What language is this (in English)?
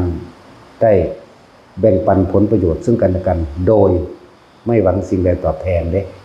Northeastern Thai